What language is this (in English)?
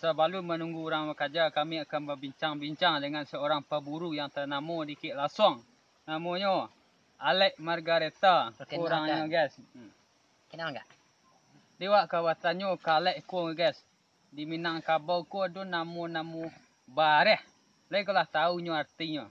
Minangkabau